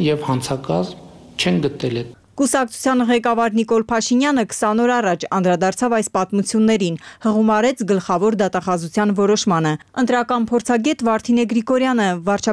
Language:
Armenian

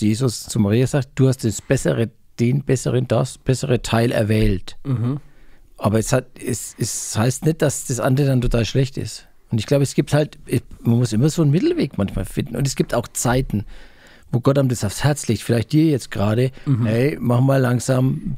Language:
German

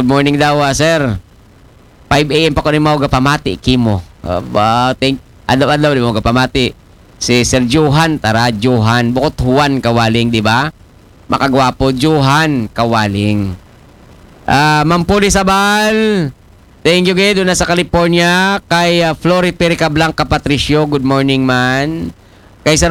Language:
Aklanon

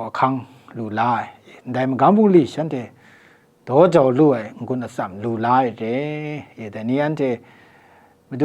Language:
Kachin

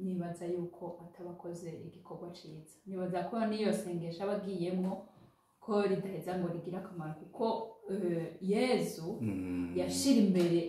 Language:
Rundi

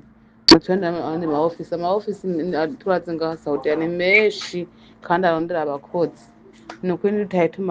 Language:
Rundi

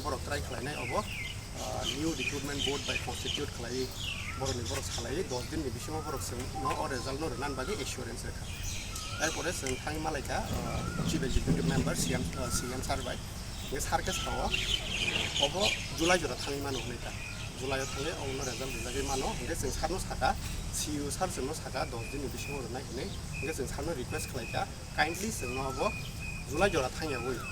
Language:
Kok Borok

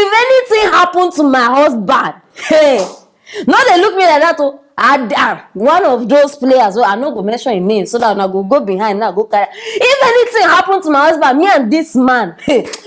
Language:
Nigerian Pidgin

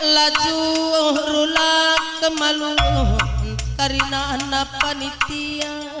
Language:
Batak Karo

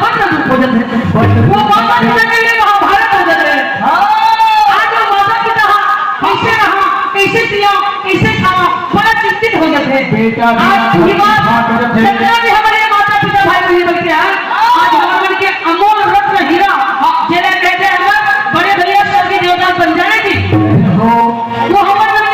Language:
Chhattisgarhi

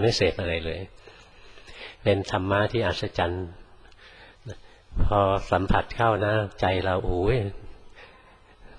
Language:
Thai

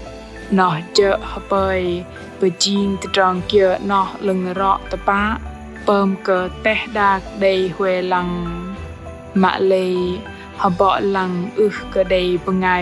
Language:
Bahnar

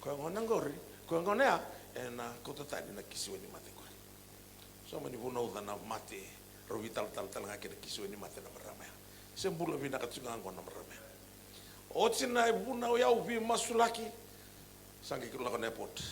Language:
Fijian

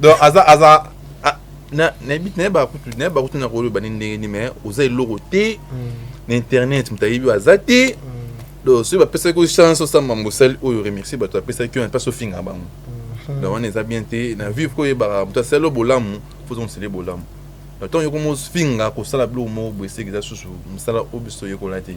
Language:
Lingala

